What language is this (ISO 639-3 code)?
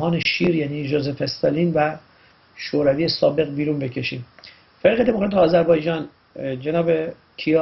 fas